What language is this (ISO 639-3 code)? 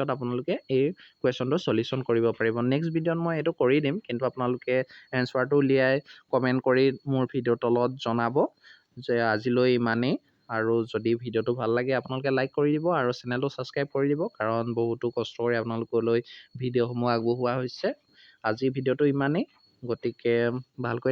asm